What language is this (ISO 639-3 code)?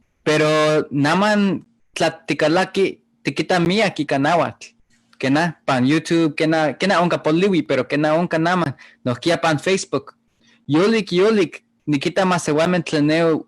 nhe